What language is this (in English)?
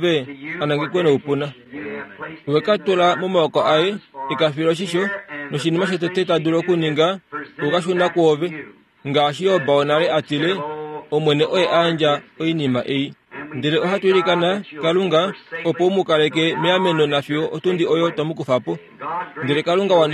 Kuanyama